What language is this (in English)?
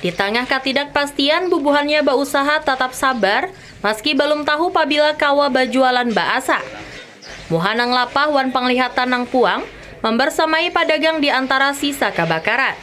Banjar